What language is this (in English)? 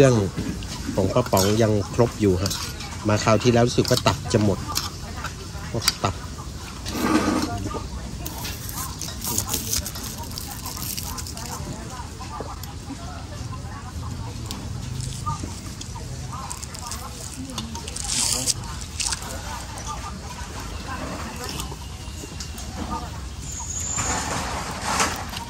Thai